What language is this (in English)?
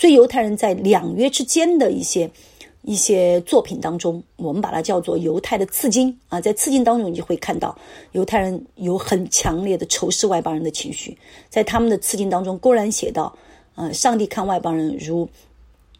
Chinese